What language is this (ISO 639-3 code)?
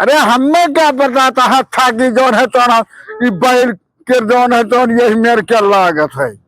awa